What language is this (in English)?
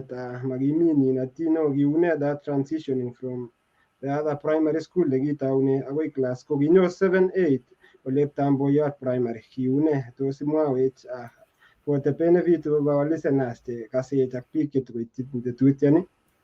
Kalenjin